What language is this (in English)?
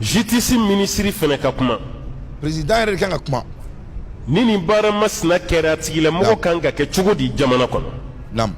Bambara